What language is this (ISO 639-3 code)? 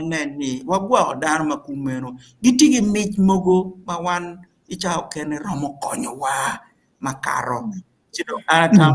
ach